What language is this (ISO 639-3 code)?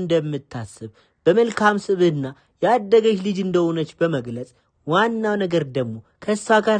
amh